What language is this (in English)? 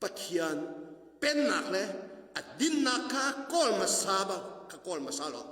Hakha Chin